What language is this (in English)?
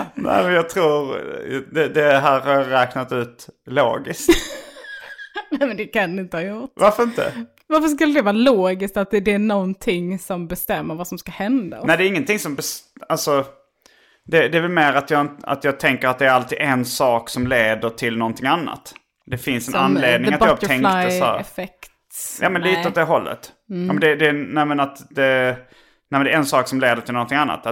Swedish